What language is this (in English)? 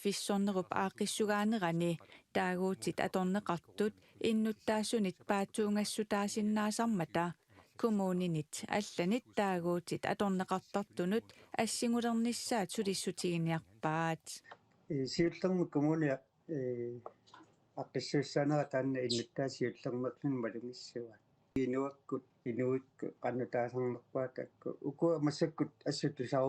Kalaallisut